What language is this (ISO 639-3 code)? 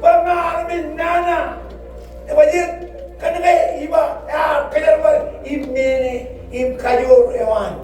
mah